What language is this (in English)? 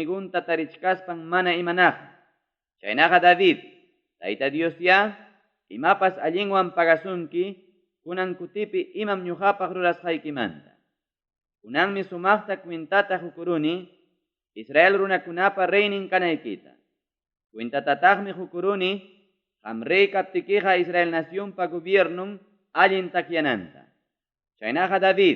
Ayacucho Quechua